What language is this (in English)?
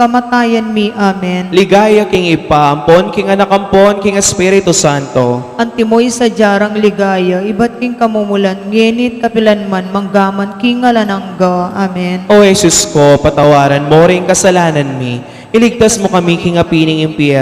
Pampanga